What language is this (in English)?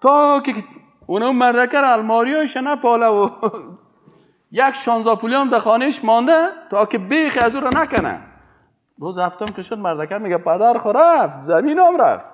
Persian